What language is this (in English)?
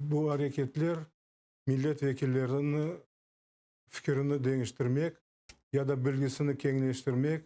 Crimean Tatar